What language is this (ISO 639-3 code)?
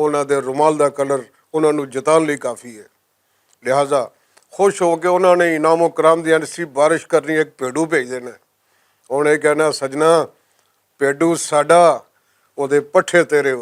lah